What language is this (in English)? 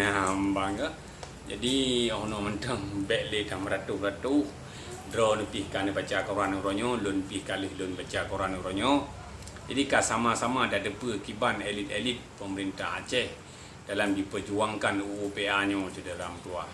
Achinese